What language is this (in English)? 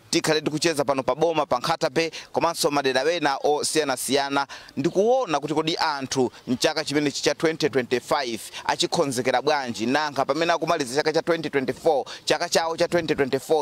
Nyanja